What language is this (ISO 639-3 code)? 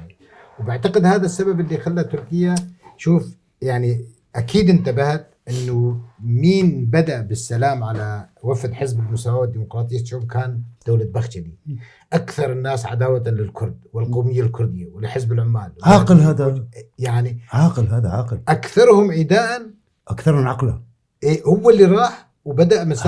apc